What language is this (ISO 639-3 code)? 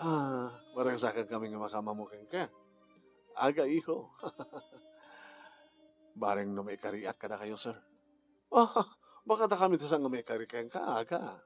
ilo